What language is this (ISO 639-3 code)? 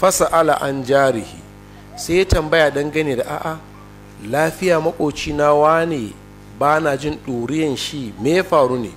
hau